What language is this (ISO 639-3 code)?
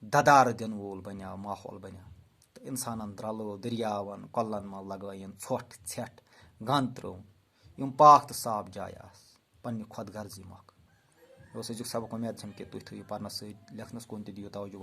kas